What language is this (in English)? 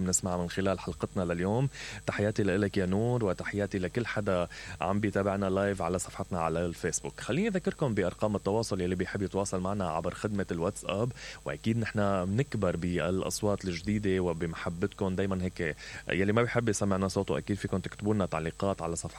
Mesopotamian Arabic